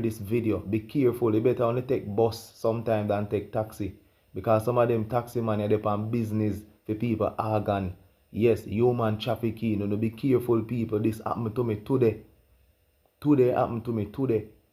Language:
Jamaican Creole English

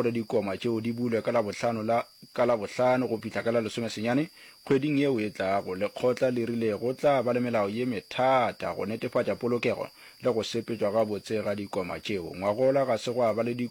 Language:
Northern Sotho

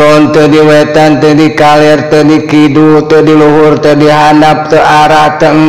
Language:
Sundanese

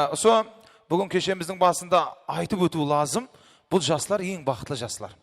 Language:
Kara-Kalpak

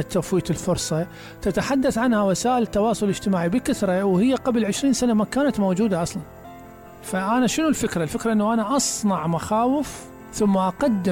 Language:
Mesopotamian Arabic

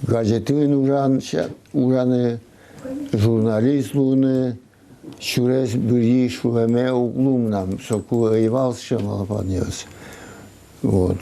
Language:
Udmurt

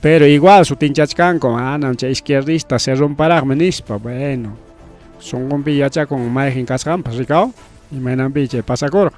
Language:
Ayacucho Quechua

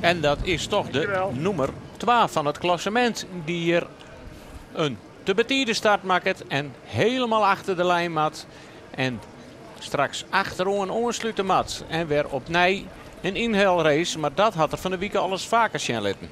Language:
Western Frisian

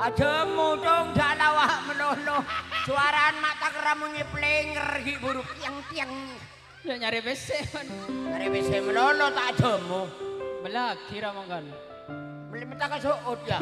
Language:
Madurese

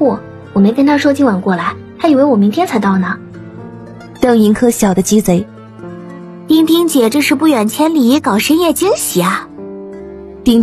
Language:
Chinese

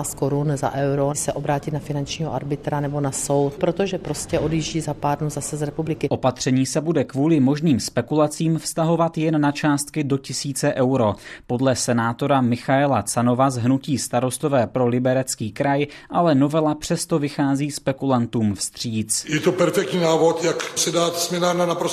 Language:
Czech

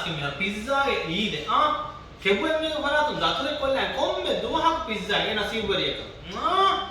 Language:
Divehi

